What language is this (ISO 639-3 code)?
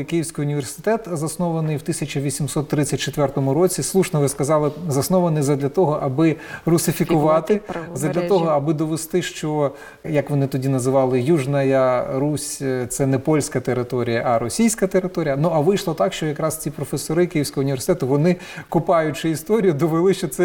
ukr